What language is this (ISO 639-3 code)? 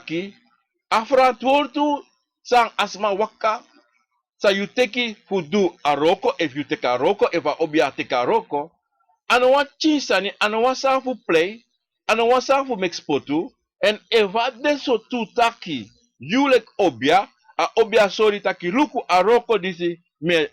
srn